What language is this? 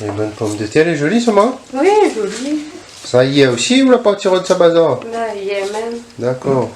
Réunion Creole French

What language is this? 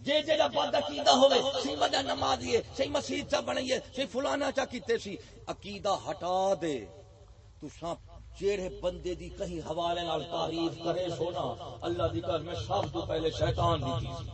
Saraiki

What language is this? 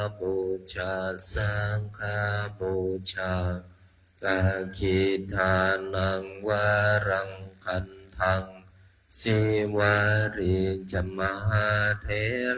Pali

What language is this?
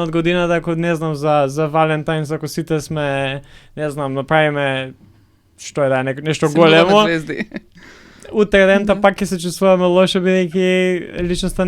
Macedonian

